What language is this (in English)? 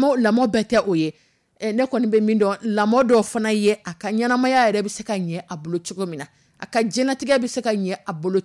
Dyula